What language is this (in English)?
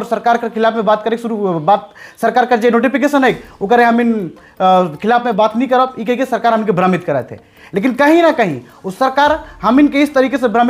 Sadri